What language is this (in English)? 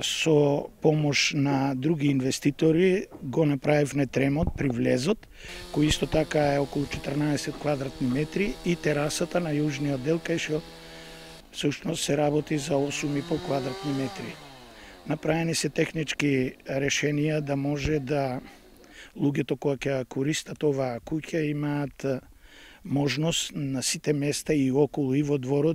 Macedonian